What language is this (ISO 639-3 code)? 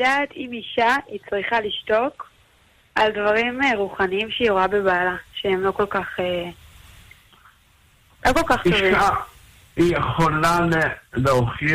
heb